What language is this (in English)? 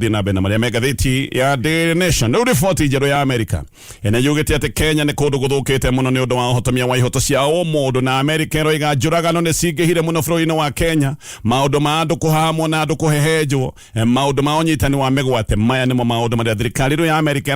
Kikuyu